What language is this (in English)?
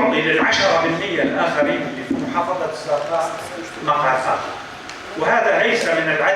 North Levantine Arabic